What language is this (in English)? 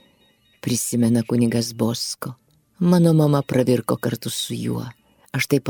Lithuanian